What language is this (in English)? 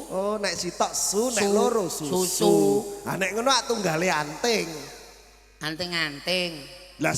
Javanese